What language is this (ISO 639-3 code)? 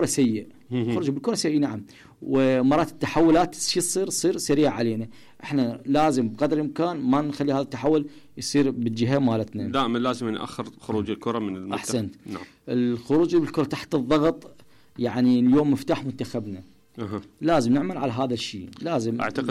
acm